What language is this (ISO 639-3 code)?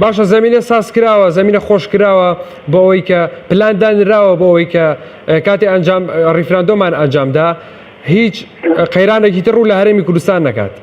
ckb